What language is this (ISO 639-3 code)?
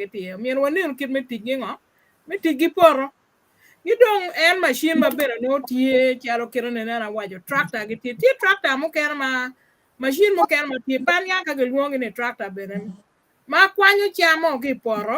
ach